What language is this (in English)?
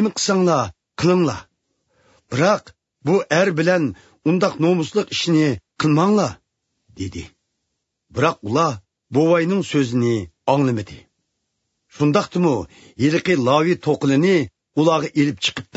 Uyghur